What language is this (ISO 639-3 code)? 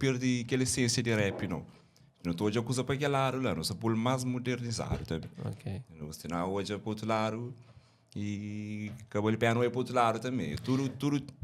kea